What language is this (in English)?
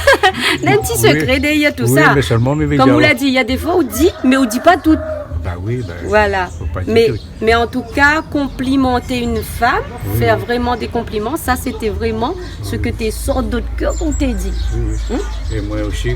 Réunion Creole French